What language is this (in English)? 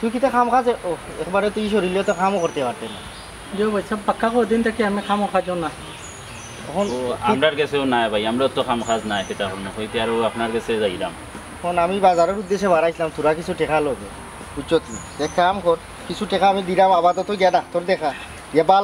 Sylheti